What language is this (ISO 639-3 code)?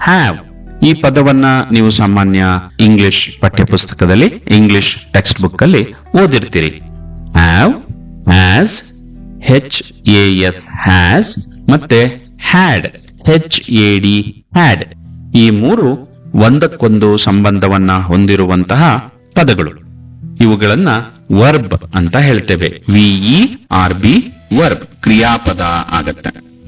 kan